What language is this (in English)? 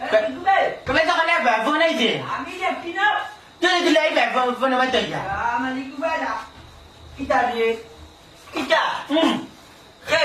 Sylheti